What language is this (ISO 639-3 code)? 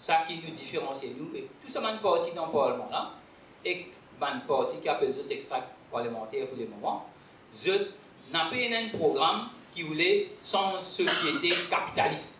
mfe